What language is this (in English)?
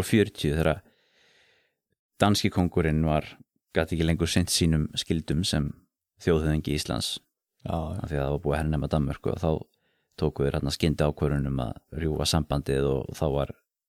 Icelandic